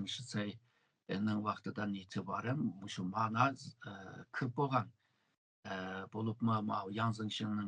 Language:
Uyghur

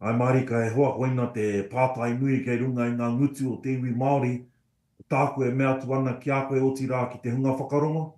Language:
Māori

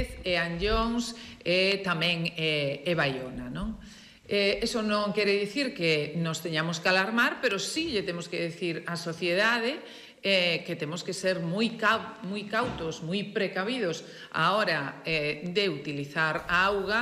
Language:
Galician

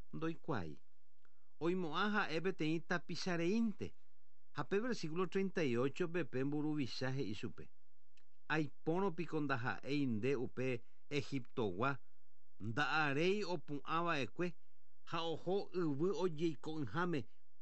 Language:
Guarani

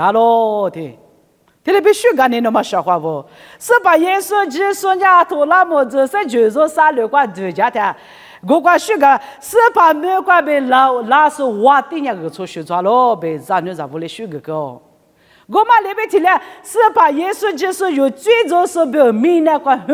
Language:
Lisu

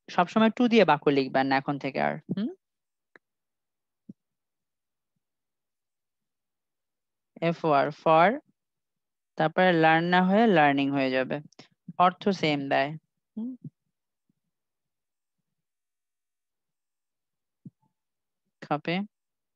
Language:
Bangla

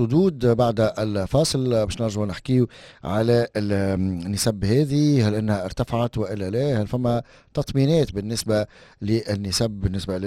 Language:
Tunisian Arabic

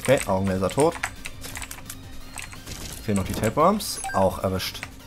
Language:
German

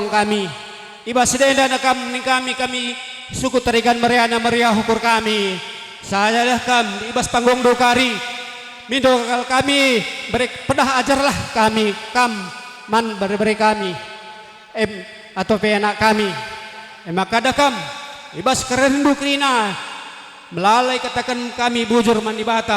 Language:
Batak Karo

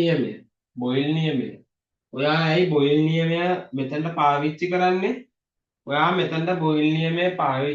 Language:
Sinhala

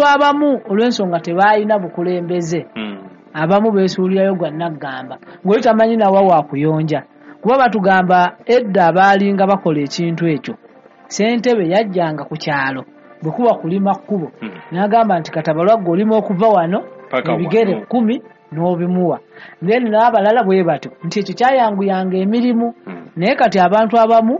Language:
Ganda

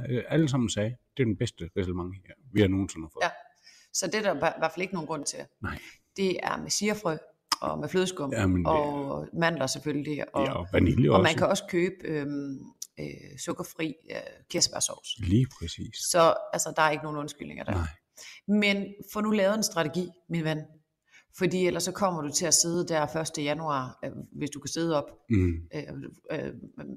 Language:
Danish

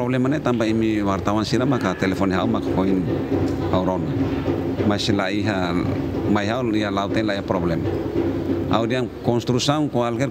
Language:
Tetum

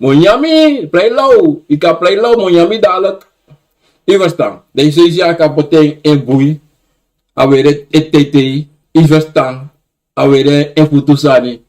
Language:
Sranan Tongo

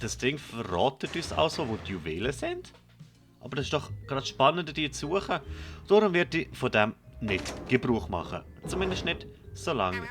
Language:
Swiss German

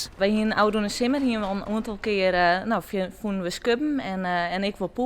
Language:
Western Frisian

